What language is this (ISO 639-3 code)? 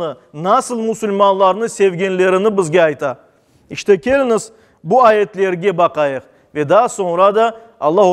crh